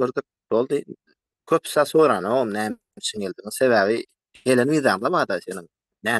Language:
Turkmen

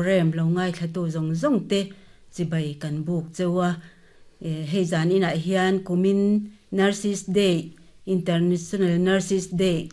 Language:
Mizo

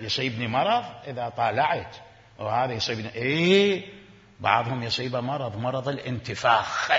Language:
Mesopotamian Arabic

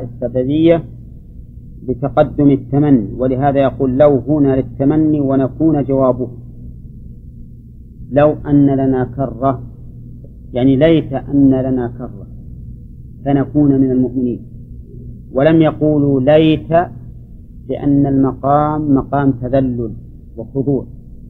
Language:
Arabic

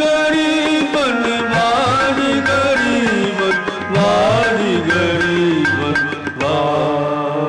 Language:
Punjabi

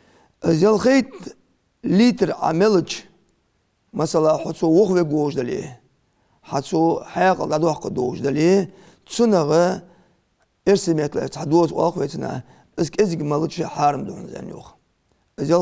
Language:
Ingush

